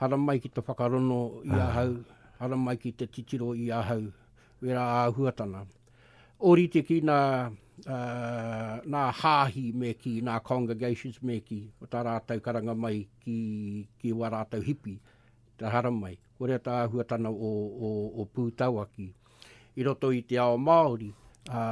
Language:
Māori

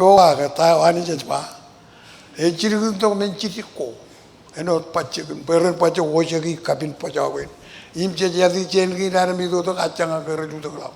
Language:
Marshallese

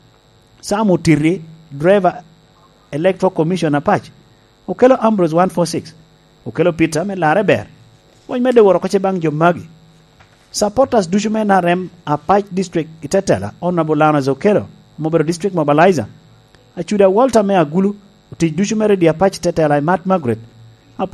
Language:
Lango (Uganda)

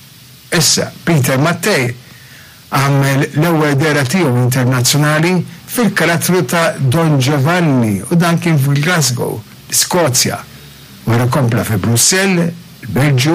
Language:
Maltese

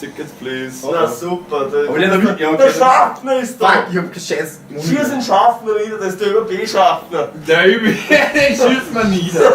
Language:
Bavarian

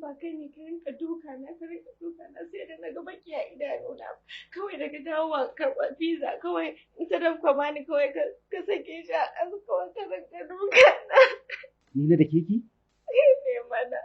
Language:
Hausa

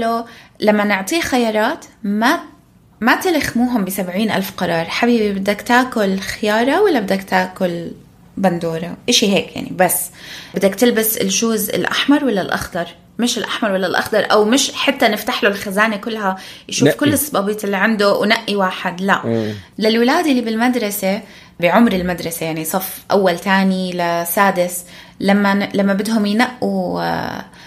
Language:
North Levantine Arabic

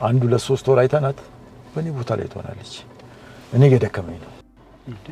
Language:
Amharic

